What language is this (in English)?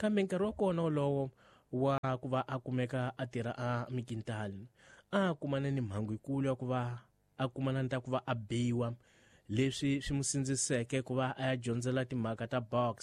Tsonga